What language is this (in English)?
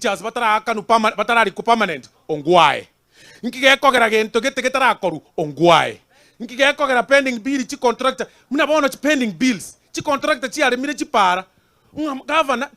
Gusii